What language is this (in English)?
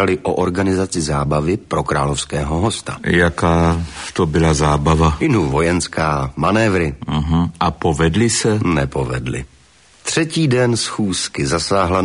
Czech